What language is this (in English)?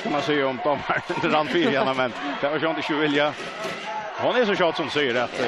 Faroese